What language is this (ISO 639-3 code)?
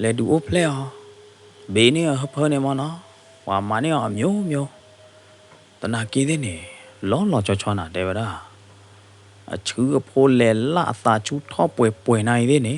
ksw